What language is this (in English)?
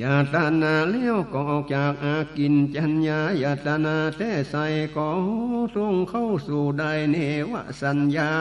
Northern Thai